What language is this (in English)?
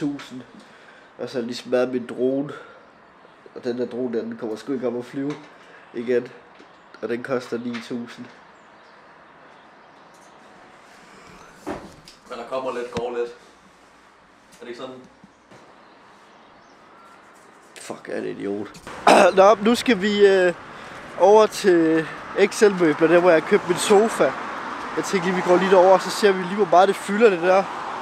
Danish